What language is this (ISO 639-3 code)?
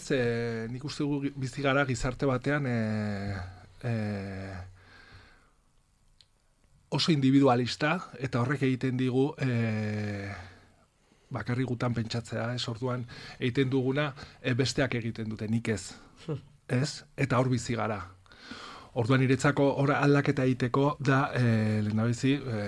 eus